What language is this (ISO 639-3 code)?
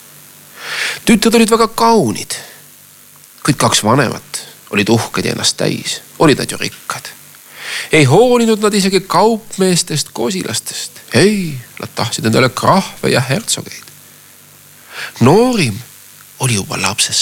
est